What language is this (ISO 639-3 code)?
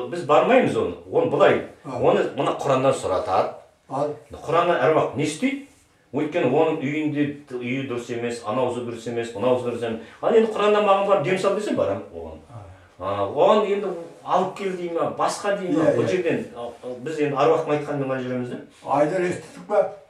kaz